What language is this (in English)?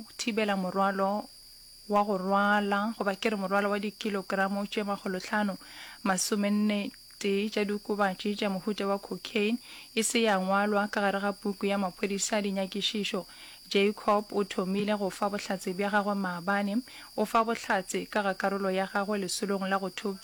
Northern Sotho